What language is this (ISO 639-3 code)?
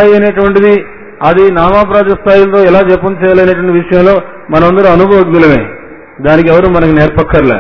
tel